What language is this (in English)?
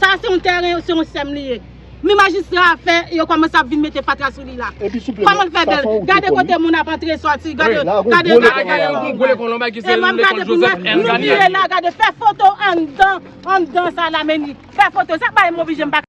Haitian Creole